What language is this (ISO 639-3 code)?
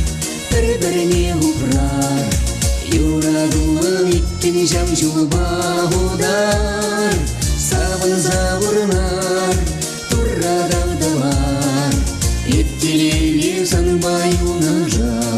chv